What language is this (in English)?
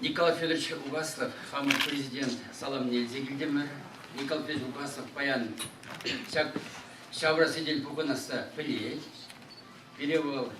Chuvash